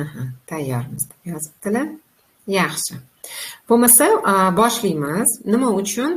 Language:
Uzbek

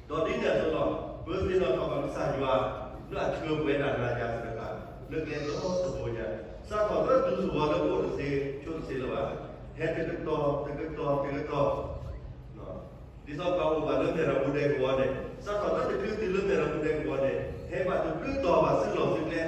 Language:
S'gaw Karen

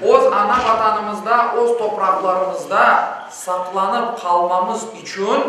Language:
Crimean Tatar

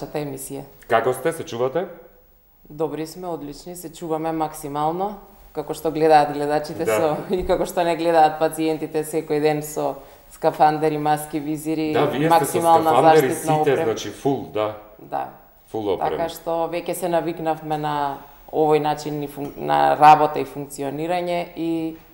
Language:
Macedonian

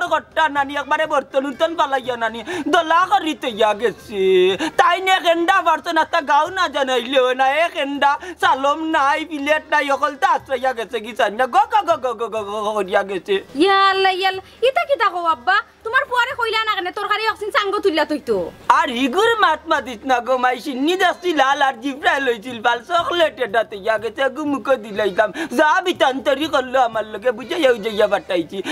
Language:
Sylheti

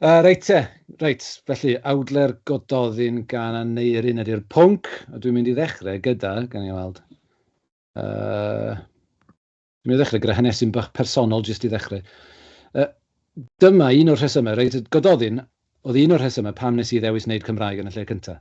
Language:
Welsh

